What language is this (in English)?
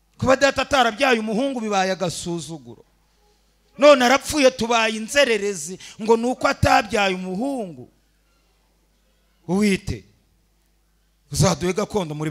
Kinyarwanda